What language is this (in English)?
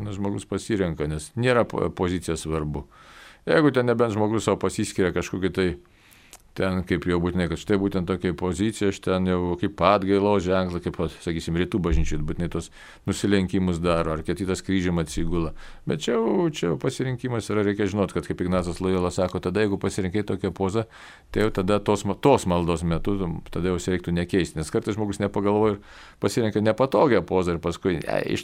Lithuanian